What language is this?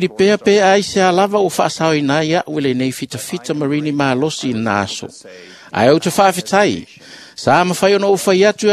Samoan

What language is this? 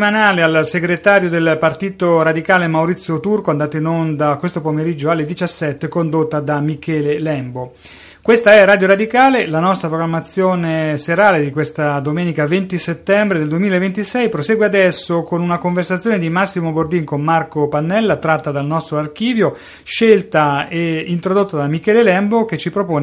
Italian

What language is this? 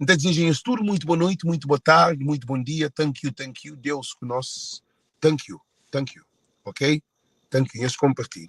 Kabuverdianu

